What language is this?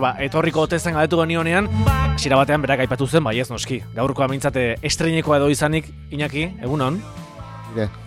Basque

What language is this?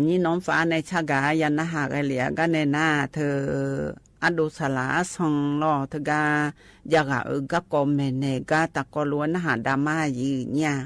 Akha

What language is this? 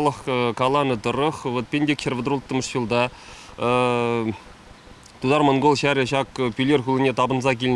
Chuvash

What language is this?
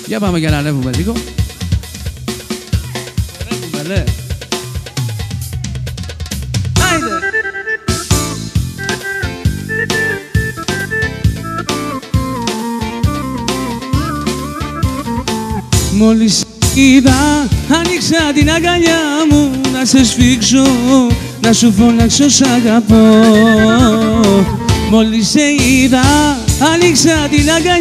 Greek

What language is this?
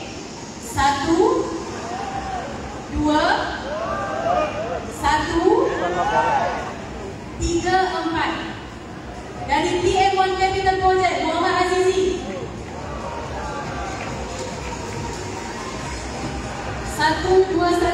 Malay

